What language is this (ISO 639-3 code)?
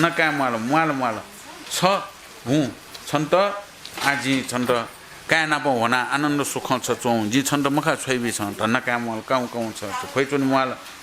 new